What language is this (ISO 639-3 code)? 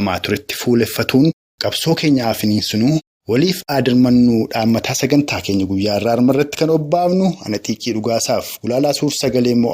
orm